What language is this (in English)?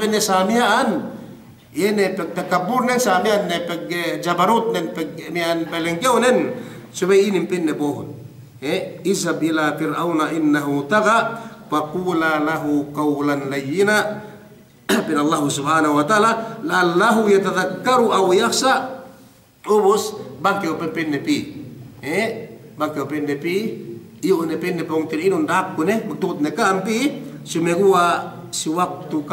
Yakan